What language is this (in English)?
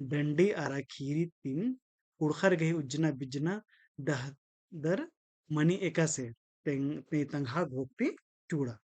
Kurukh